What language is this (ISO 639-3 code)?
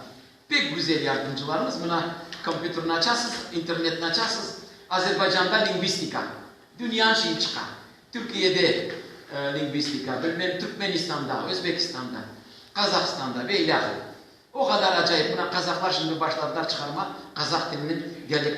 crh